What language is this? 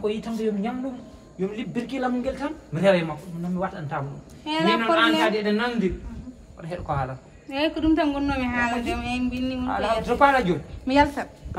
Fula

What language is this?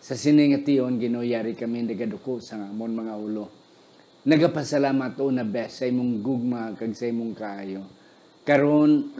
Hiligaynon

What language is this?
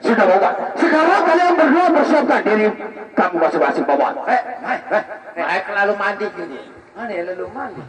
Sasak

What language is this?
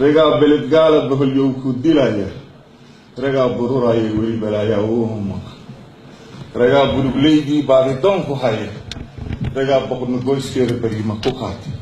Somali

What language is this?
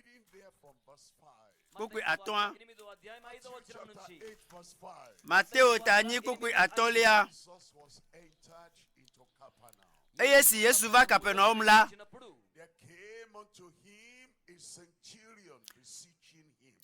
Ewe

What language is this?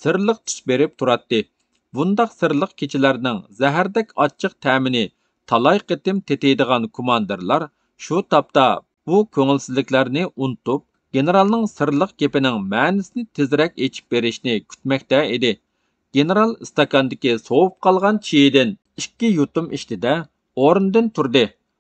Uyghur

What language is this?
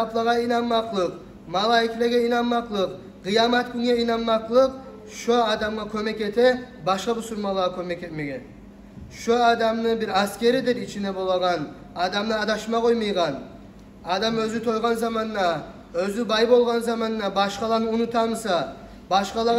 Kumyk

